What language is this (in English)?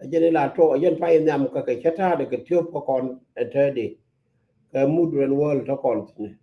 Nuer